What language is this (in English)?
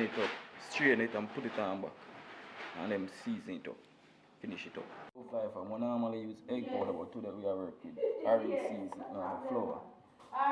Jamaican Creole English